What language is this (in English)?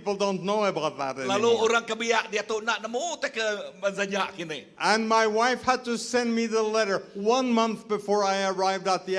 Iban